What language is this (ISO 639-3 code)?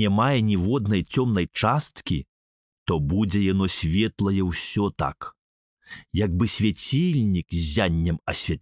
bel